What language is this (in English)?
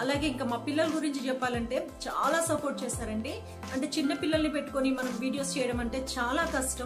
Telugu